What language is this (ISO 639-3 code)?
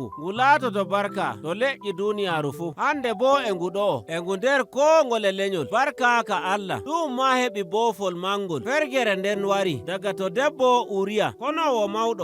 fuv